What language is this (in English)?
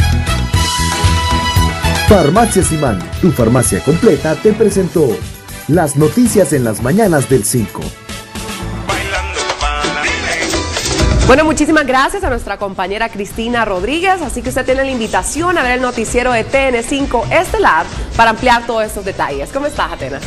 Spanish